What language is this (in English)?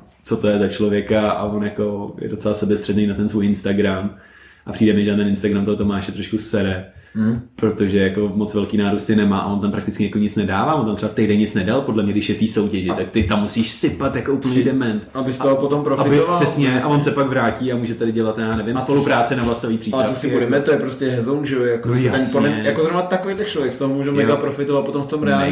Czech